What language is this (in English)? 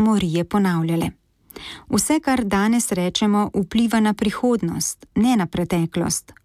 Slovenian